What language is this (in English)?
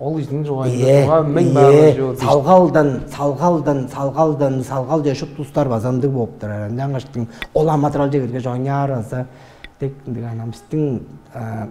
Tuvinian